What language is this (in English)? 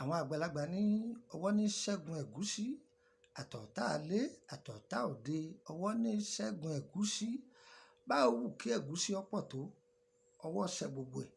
Yoruba